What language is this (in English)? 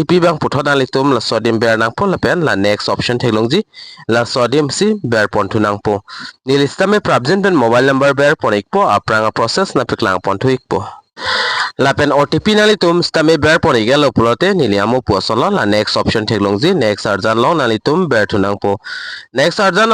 Karbi